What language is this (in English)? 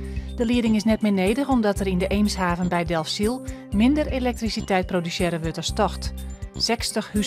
Western Frisian